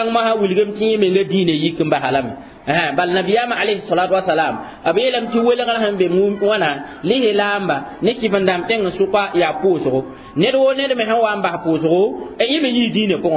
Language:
Mossi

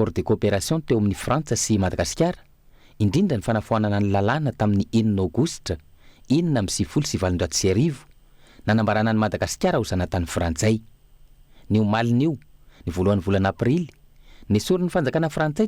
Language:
Malagasy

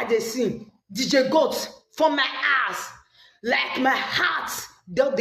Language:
Nigerian Pidgin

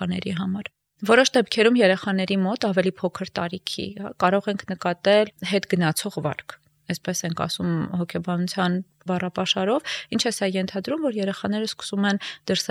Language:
Armenian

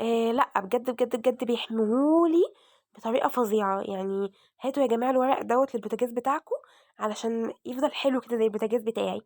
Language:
Egyptian Arabic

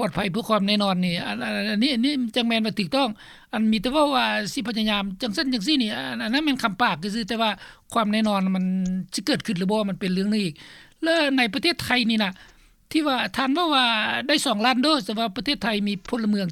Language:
Lao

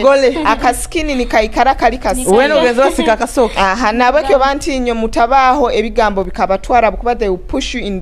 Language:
Nyoro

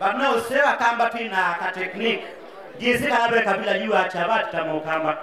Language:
Kamba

